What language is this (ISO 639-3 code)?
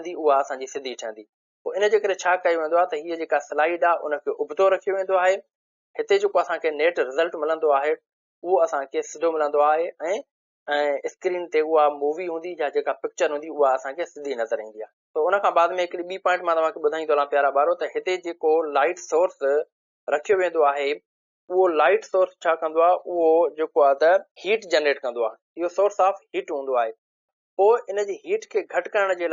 snd